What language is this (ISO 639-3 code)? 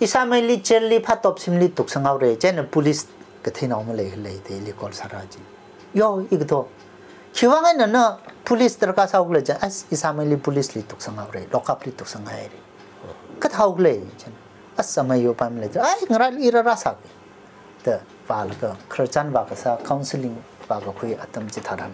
nmf